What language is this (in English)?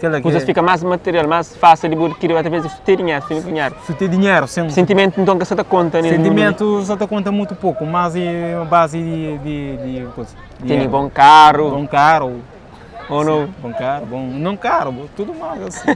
Kabuverdianu